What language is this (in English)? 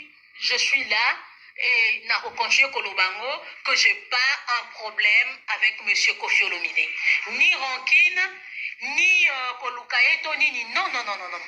Lingala